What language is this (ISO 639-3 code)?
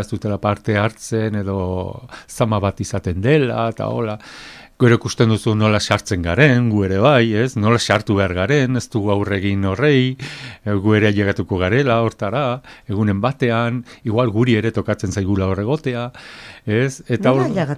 eus